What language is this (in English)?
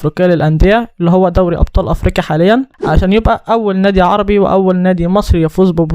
Egyptian Arabic